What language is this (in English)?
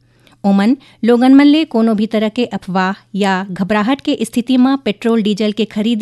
Chhattisgarhi